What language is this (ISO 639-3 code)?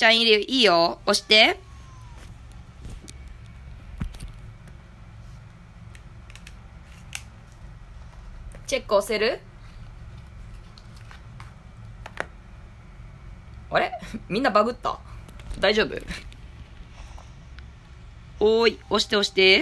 jpn